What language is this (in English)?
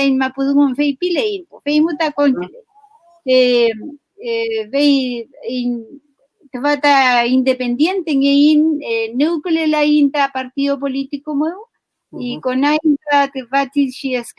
Mapuche